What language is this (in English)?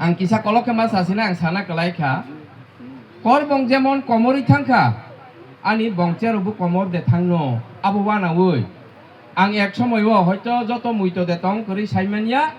Kok Borok